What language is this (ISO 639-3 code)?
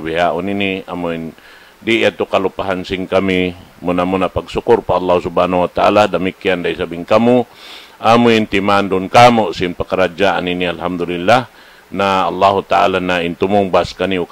tsg